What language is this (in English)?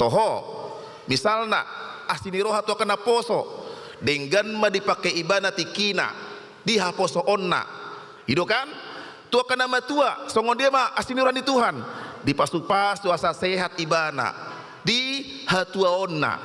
Batak Toba